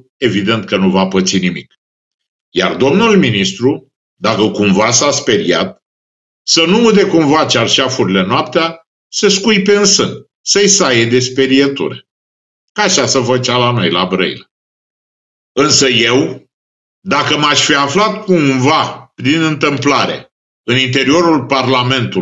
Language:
Romanian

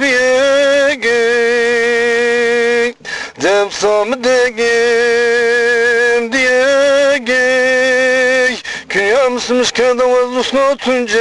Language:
Zaza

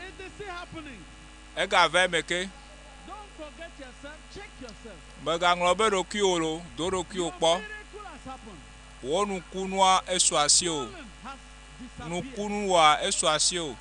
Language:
Ewe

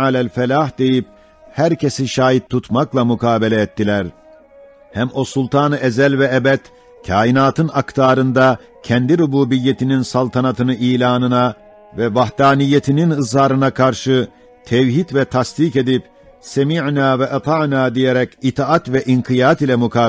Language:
Ottoman Turkish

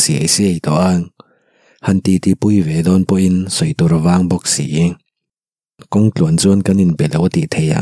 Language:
Mizo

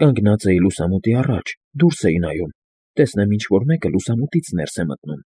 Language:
Armenian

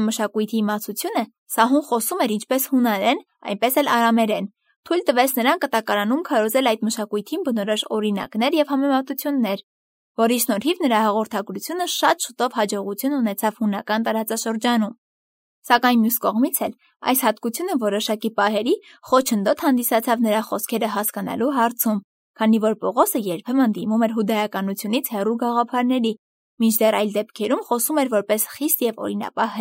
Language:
Armenian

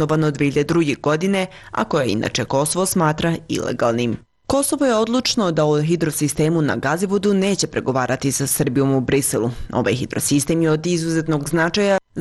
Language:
Serbian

